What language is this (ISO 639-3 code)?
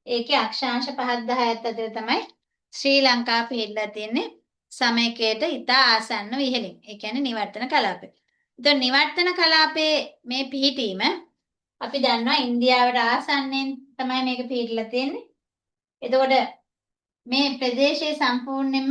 sin